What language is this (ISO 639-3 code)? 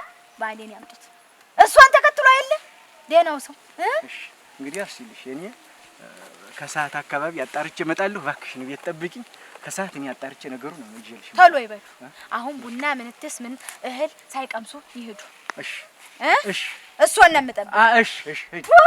amh